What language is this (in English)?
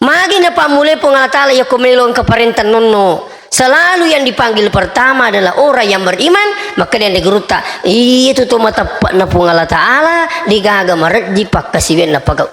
Buginese